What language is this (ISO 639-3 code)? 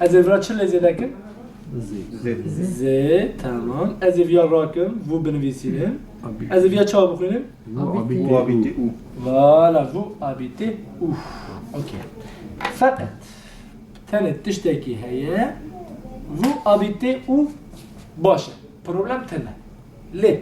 kur